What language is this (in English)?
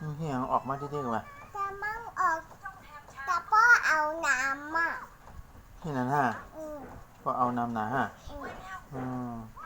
Shan